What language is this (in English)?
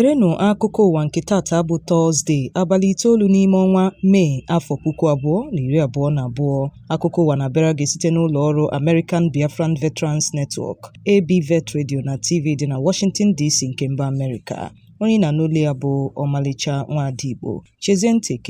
Igbo